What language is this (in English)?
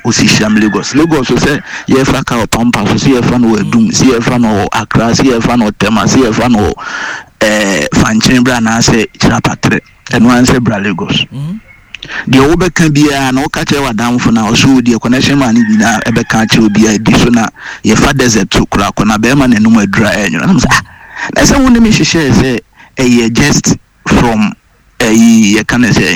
Akan